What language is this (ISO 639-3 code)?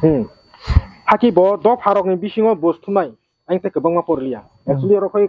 trp